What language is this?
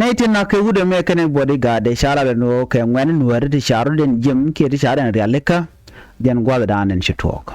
Nuer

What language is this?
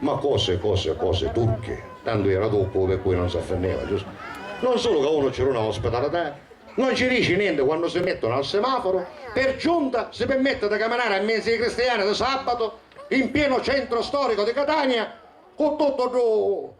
Sicilian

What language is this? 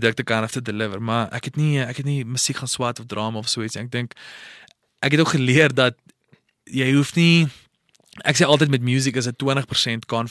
Afrikaans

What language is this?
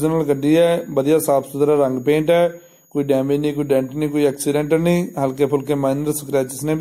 Punjabi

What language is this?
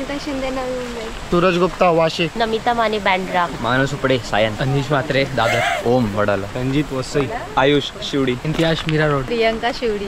Marathi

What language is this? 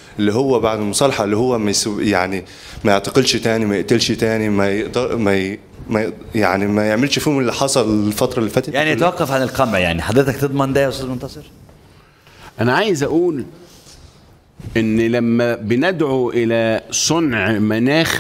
Egyptian Arabic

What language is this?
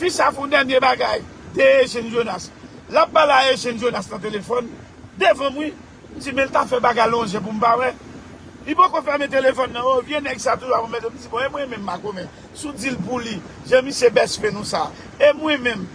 Haitian Creole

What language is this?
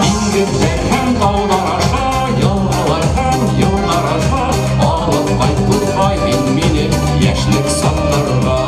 Bashkir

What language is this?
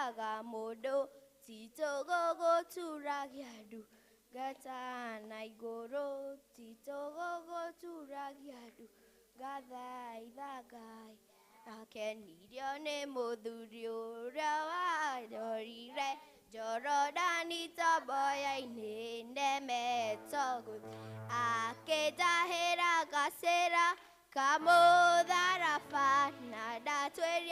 Kikuyu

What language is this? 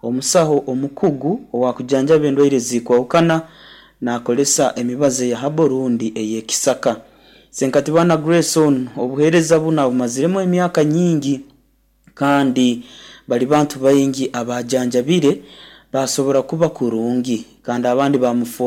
Nyoro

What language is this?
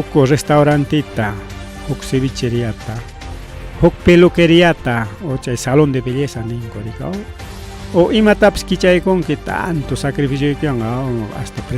Ayacucho Quechua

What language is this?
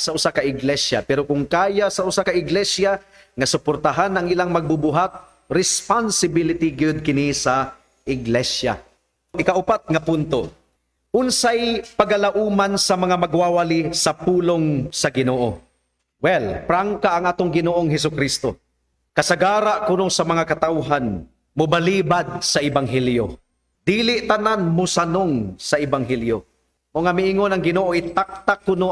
Cebuano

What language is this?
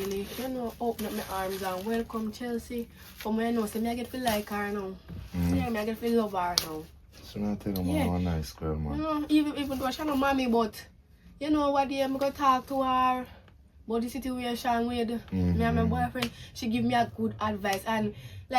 Jamaican Creole English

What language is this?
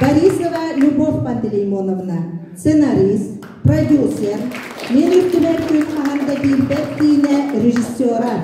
Yakut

